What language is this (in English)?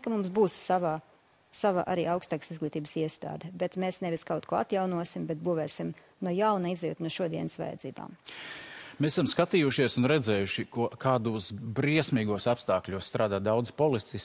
Latvian